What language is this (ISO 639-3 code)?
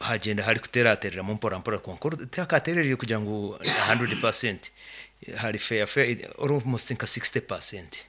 nyn